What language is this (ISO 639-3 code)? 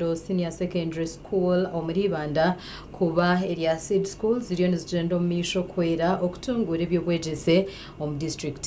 nyn